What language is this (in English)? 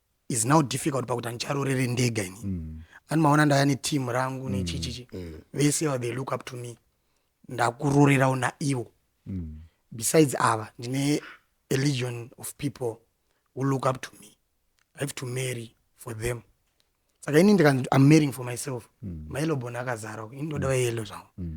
Shona